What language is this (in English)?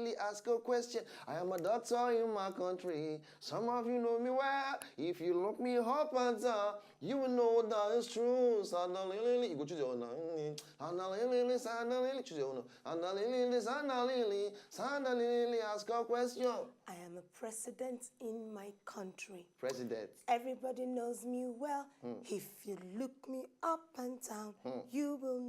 Nigerian Pidgin